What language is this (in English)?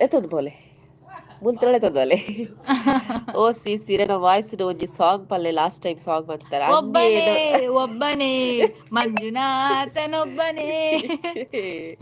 Tulu